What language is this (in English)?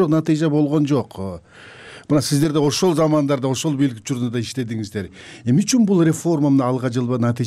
Kyrgyz